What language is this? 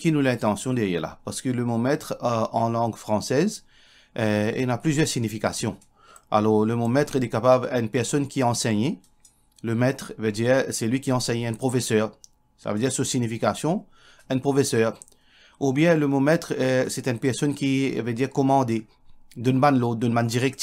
Morisyen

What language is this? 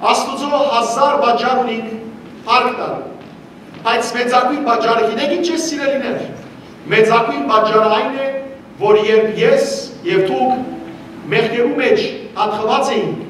Western Armenian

